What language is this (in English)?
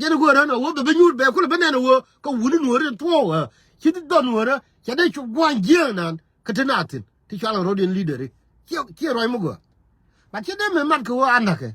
Nuer